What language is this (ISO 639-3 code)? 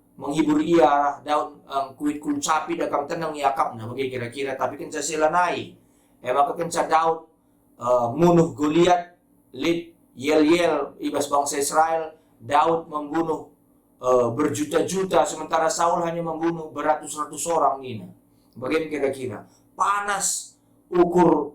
btx